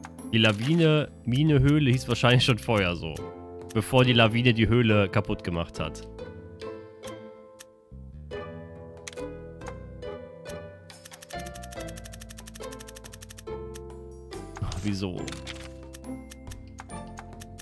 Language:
German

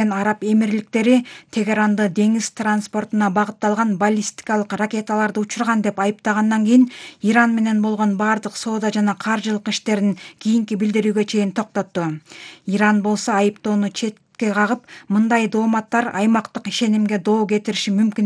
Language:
Kyrgyz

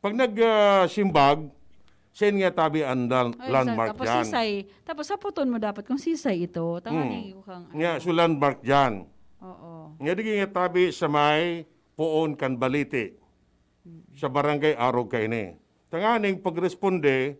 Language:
Bikol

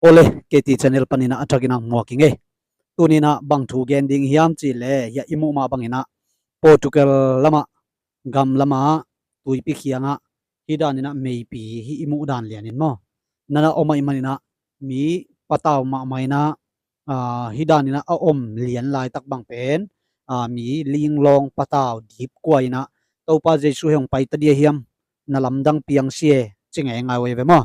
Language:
Tedim Chin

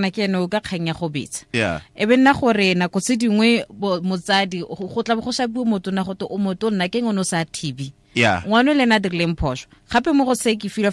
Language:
Tswana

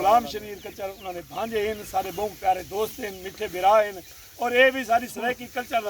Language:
Saraiki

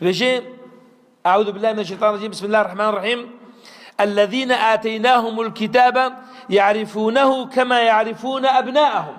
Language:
Kurdish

